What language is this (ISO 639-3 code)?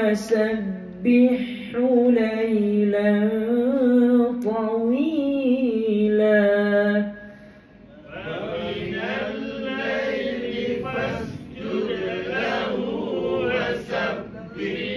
msa